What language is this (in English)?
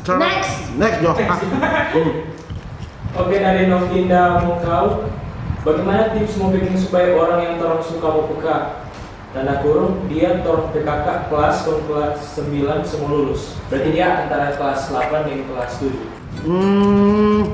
Manado Malay